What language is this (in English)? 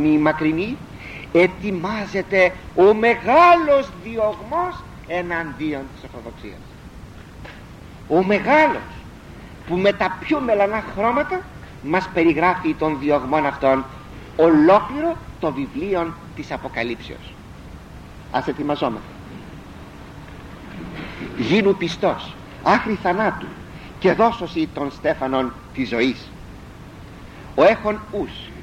Greek